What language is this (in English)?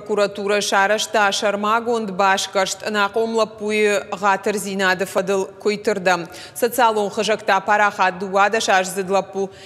Ossetic